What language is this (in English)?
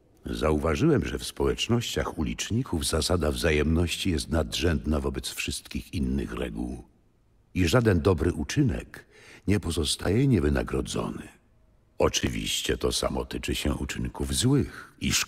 Polish